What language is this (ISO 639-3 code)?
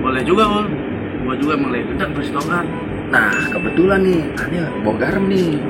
bew